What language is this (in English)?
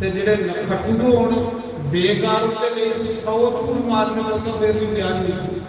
Dogri